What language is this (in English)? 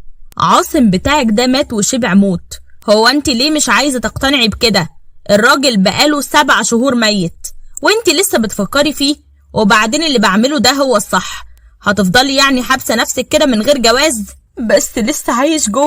Egyptian Arabic